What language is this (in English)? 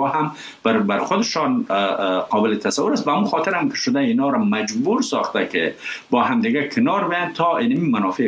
Persian